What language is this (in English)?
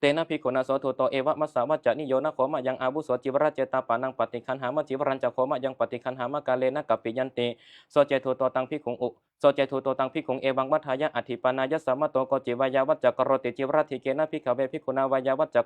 Pali